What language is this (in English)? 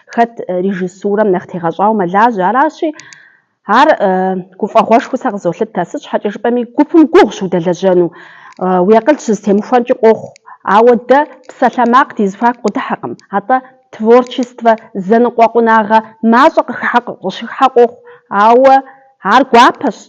Kabardian